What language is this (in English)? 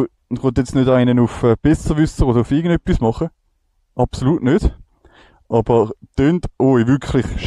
Swiss German